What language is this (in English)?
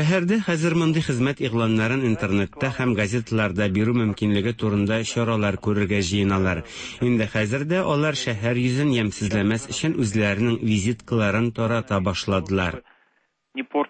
Tatar